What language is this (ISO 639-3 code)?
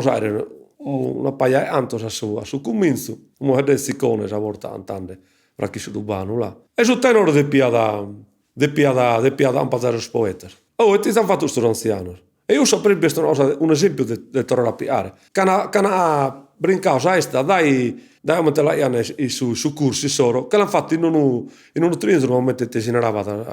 srd